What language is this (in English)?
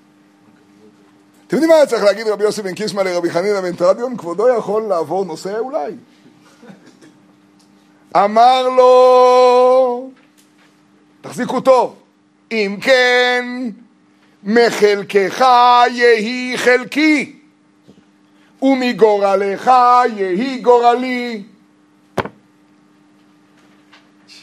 Hebrew